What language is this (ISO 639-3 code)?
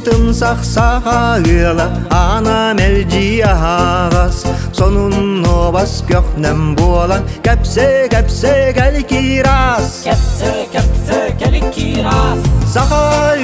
sah